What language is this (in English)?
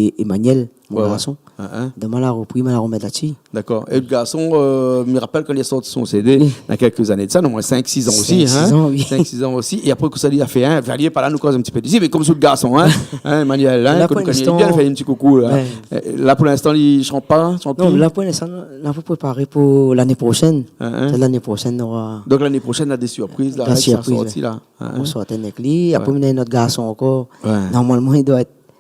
Réunion Creole French